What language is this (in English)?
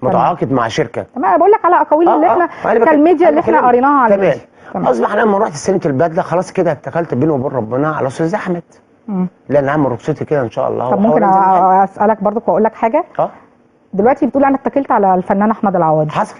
Egyptian Arabic